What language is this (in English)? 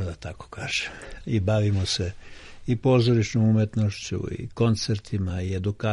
Serbian